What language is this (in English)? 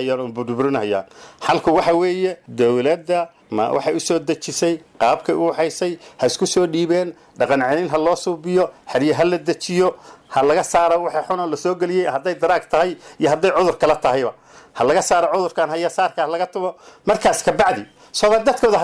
Somali